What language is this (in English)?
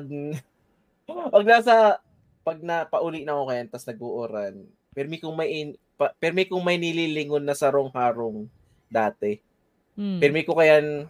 Bikol